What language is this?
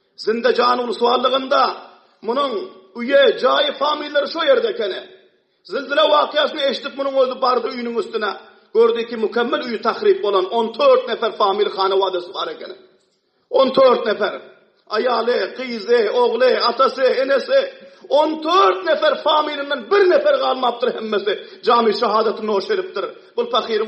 Turkmen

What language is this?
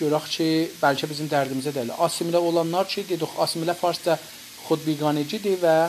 South Azerbaijani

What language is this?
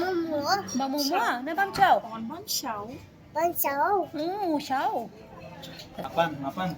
Khasi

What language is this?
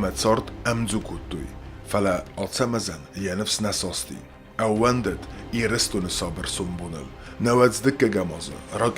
Ossetic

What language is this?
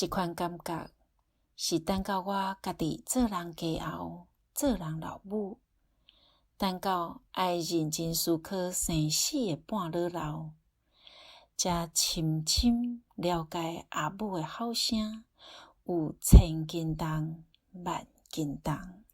Min Nan Chinese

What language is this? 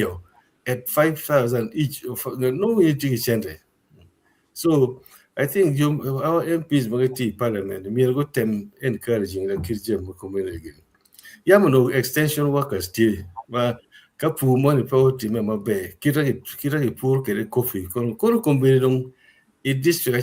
Acoli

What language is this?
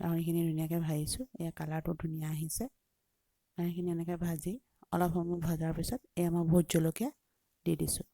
Assamese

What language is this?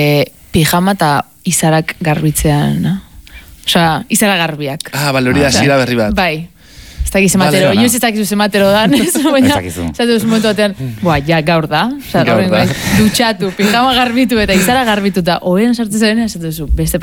Basque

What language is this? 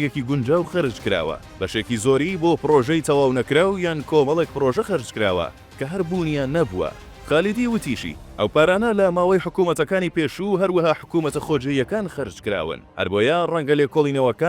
Central Kurdish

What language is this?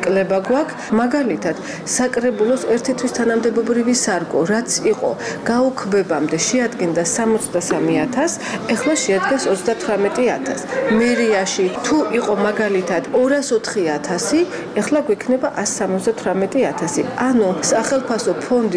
Georgian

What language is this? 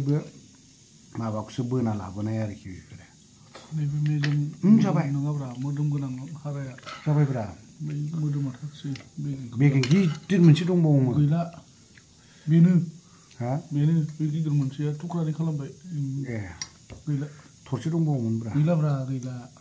Bodo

